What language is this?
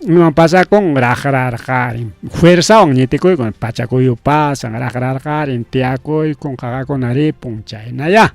Ayacucho Quechua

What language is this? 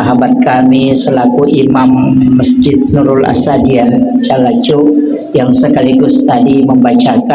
Buginese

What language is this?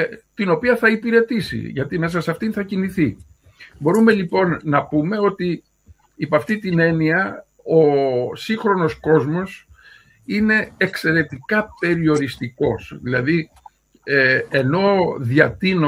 Greek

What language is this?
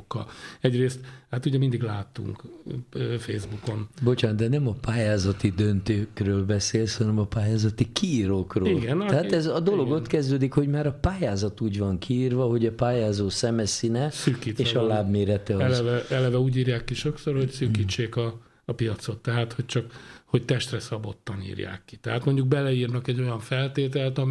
Hungarian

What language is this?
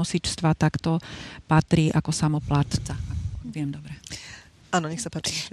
Slovak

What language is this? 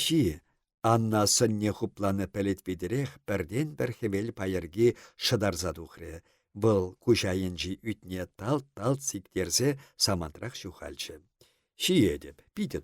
Chuvash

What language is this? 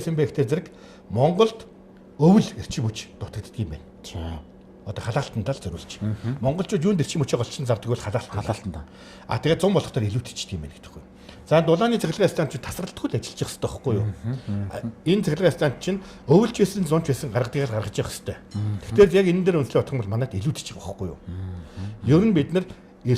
Mongolian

